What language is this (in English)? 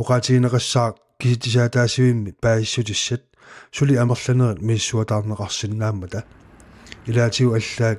Kalaallisut